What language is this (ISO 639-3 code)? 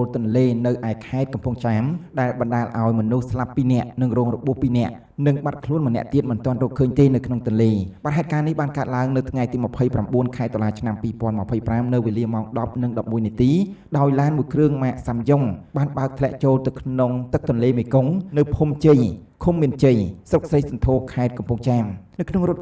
khm